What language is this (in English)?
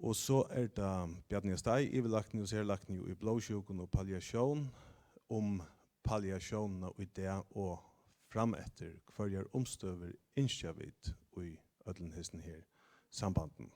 Faroese